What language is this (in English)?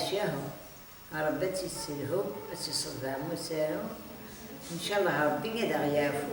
Kabyle